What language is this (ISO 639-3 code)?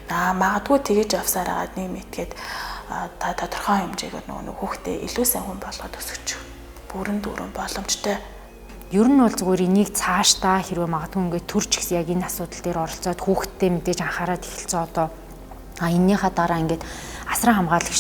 mon